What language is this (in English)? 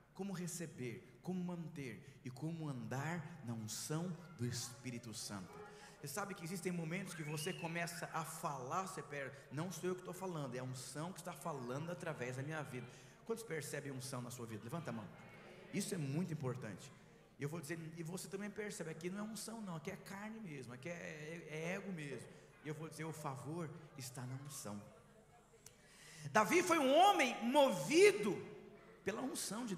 Portuguese